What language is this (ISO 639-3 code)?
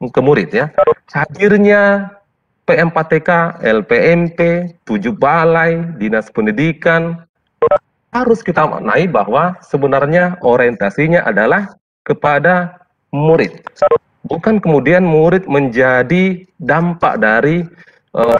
ind